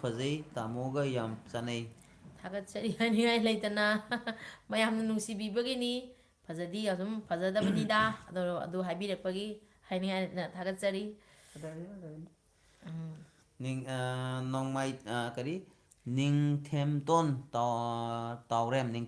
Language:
Manipuri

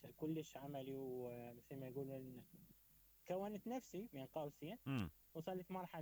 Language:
Mesopotamian Arabic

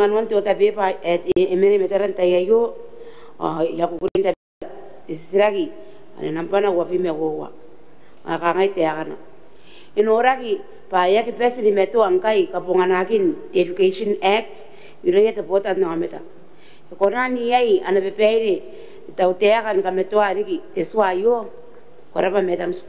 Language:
Gilbertese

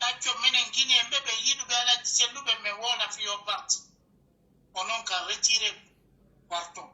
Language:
Pular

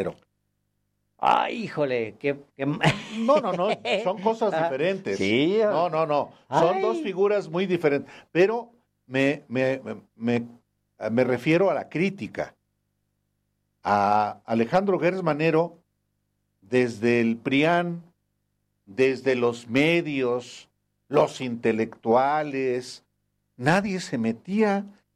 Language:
Spanish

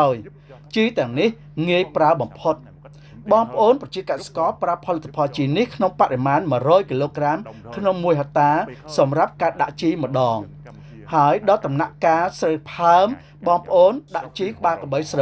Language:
Khmer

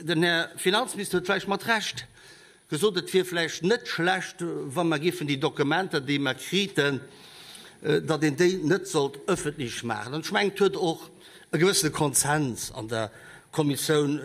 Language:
Luxembourgish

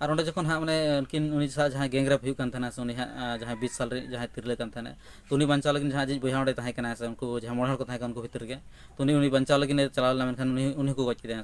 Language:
Santali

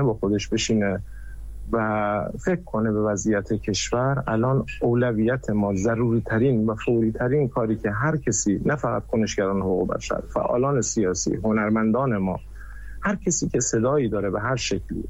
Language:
Persian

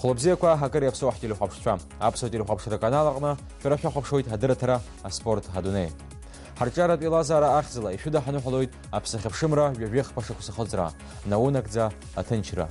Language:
Abkhazian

